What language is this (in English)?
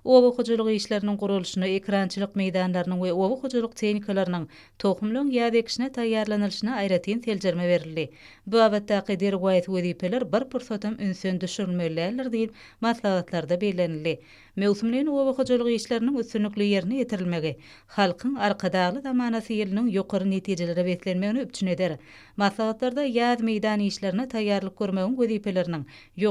Turkmen